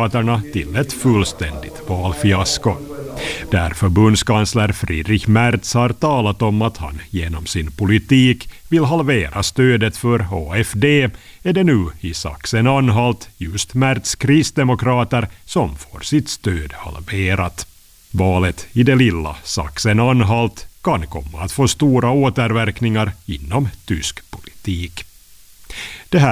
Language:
Swedish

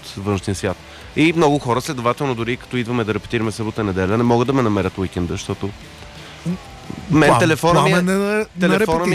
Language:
Bulgarian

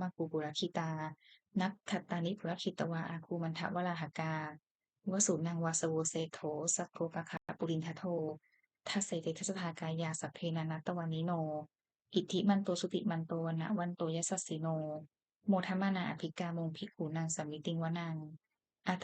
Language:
Pali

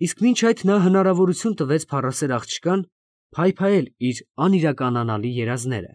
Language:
Armenian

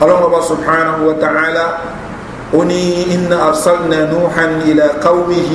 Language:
Yoruba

